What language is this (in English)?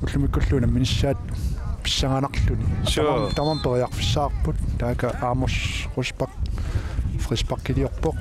Kalaallisut